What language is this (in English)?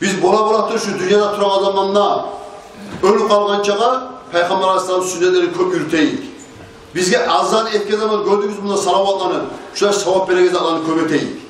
Kumyk